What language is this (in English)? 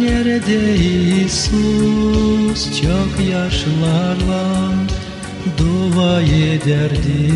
Gagauz